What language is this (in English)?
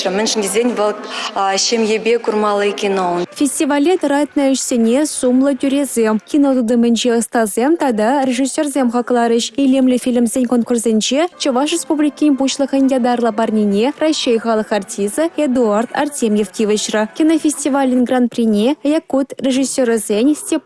Chuvash